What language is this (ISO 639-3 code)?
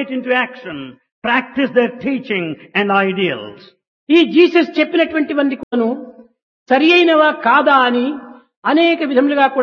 tel